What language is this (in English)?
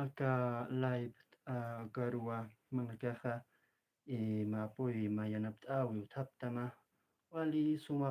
Aymara